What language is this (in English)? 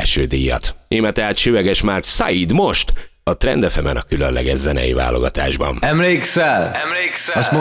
Hungarian